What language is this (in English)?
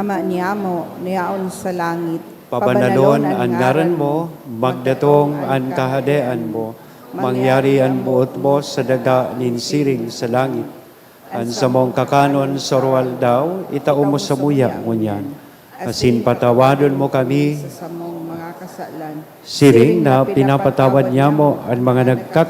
Bikol